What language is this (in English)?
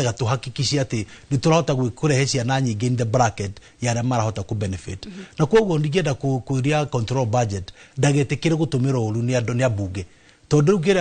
Kikuyu